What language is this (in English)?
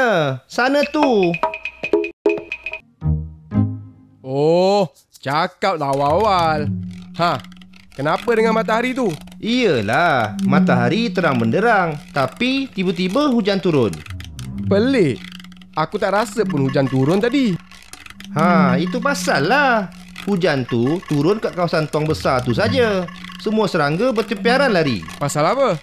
Malay